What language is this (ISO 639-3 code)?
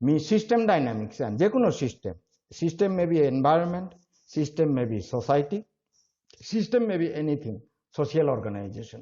bpy